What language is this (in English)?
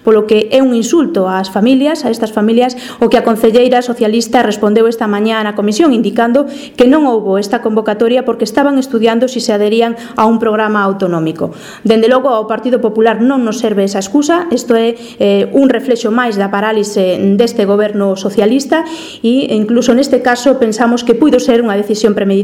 Galician